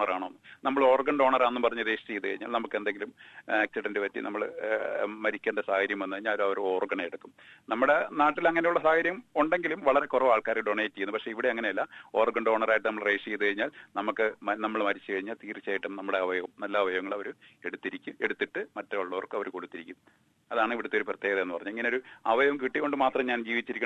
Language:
Malayalam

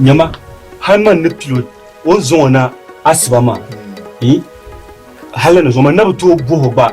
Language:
Dagbani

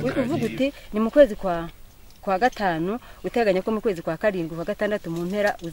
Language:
Kinyarwanda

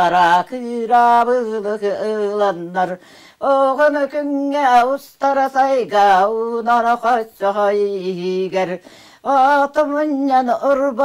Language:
Yakut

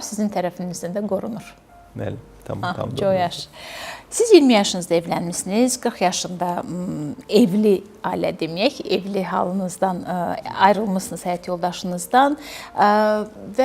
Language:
Azerbaijani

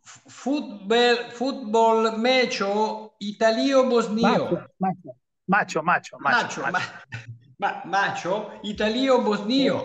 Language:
Esperanto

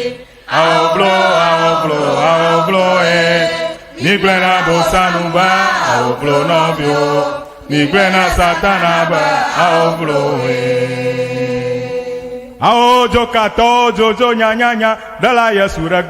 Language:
Ewe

